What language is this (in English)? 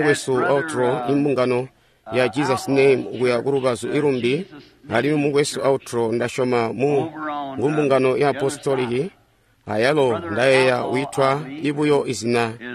Tonga (Zambia)